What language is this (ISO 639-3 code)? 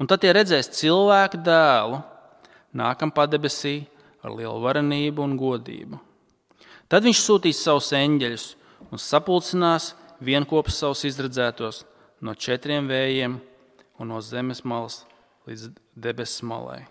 lav